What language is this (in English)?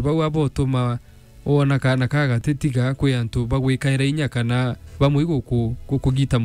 Meru